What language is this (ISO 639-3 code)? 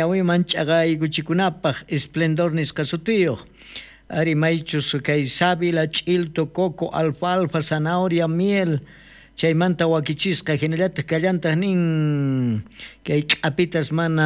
quh